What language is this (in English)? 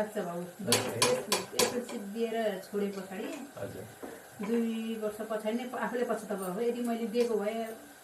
Nepali